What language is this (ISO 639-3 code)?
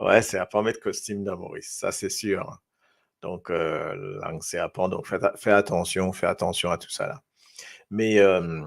mfe